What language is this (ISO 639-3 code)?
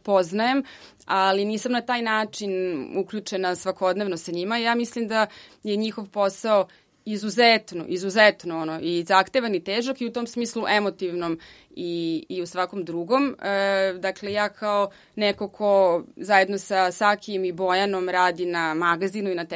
srp